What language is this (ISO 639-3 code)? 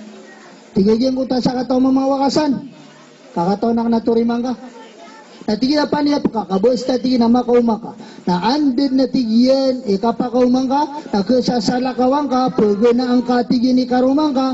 mrw